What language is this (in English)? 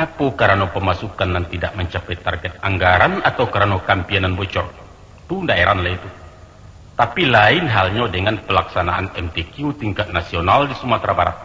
Minangkabau